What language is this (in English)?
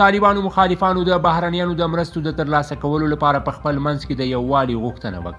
Pashto